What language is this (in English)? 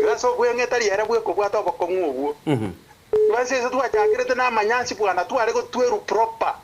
Gusii